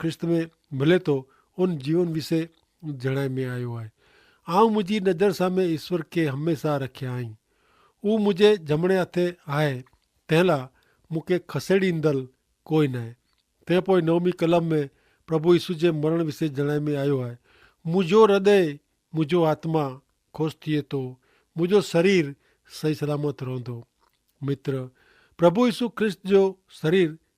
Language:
Kachhi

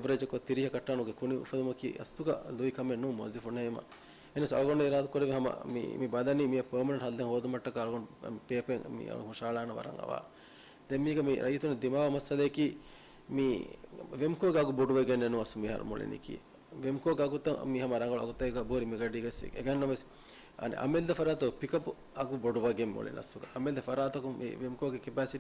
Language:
Divehi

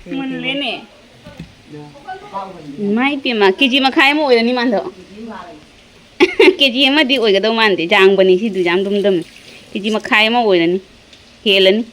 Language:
Manipuri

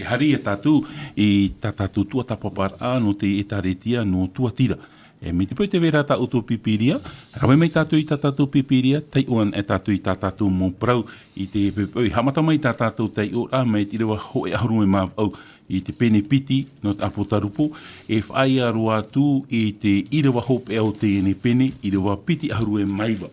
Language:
Tahitian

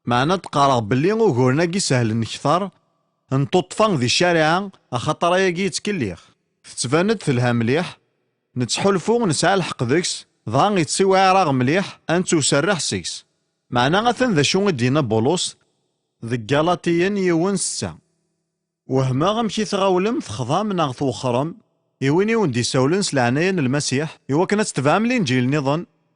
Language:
Kabyle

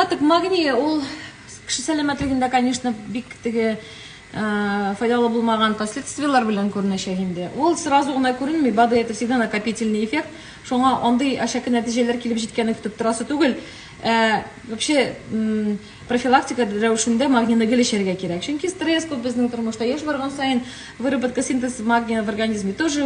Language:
Tatar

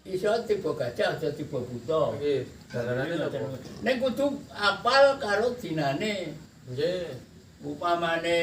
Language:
Javanese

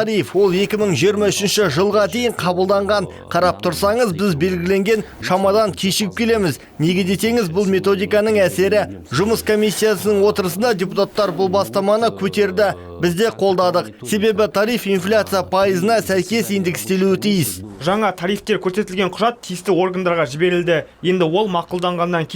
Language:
Kazakh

